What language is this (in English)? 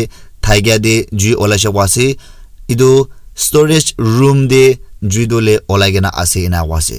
Naga Pidgin